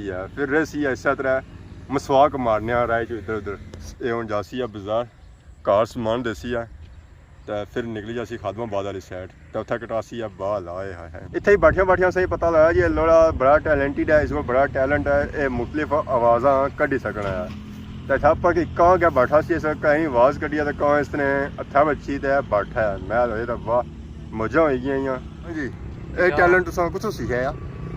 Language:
Pahari-Potwari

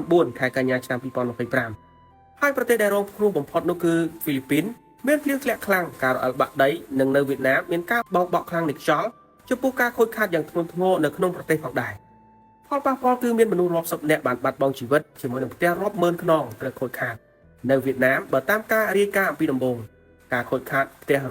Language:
Khmer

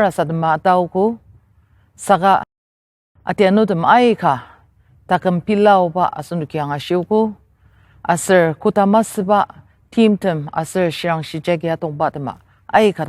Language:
Ao Naga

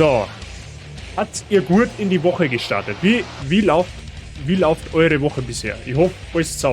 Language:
Bavarian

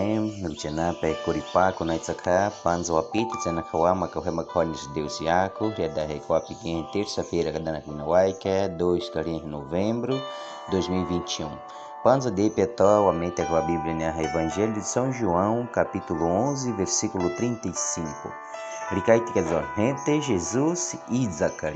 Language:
Baniwa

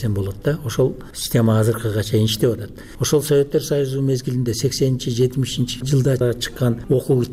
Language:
Kyrgyz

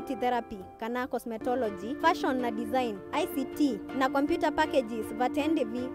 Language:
Kamba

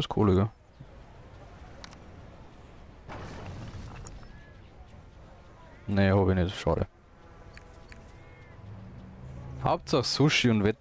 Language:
German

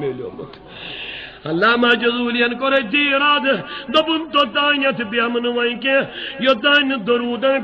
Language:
Kashmiri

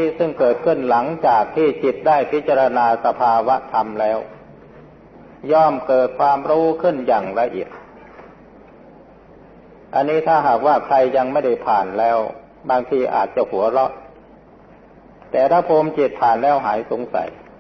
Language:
Thai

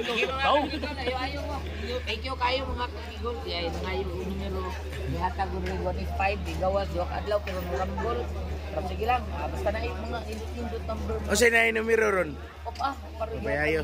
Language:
Cebuano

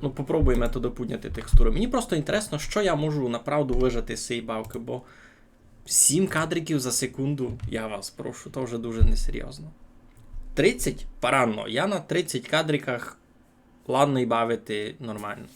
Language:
Rusyn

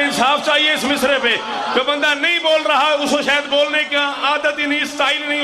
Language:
Urdu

